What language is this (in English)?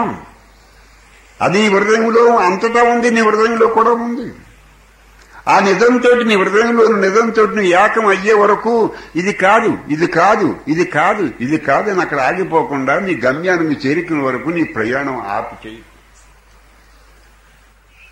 Telugu